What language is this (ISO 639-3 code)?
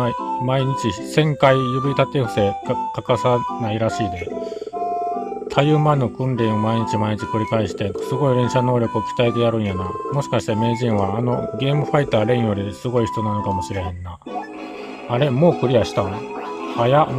jpn